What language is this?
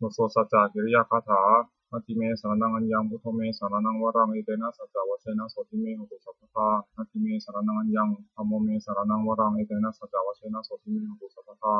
Pali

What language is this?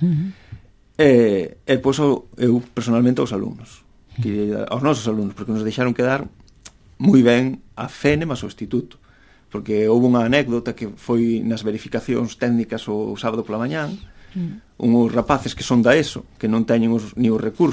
Galician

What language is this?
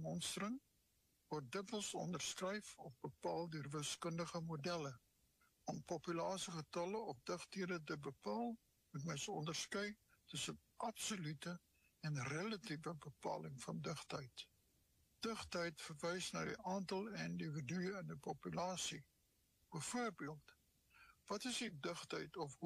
Afrikaans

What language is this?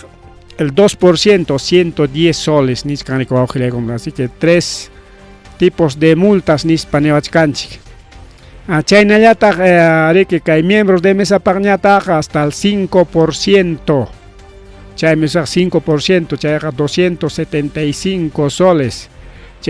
Ayacucho Quechua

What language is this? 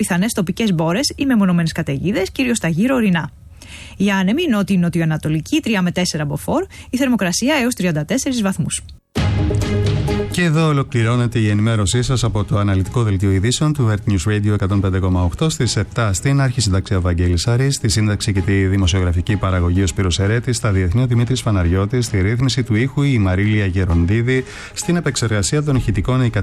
Greek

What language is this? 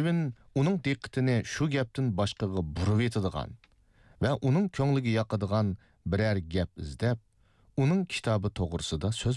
Uyghur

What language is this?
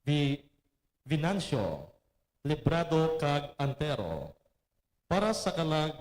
Hiligaynon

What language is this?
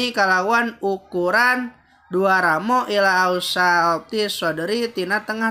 Sundanese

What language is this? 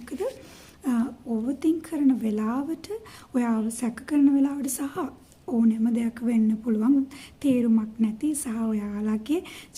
Sinhala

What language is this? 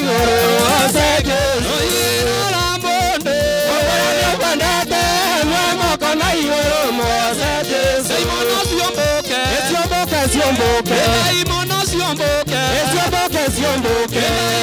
Kikuyu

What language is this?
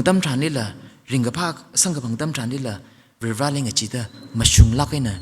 Tangkhul Naga (India)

